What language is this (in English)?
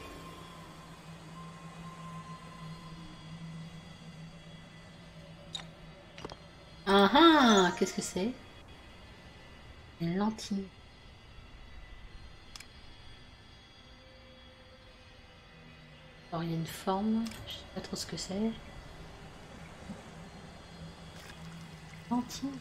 French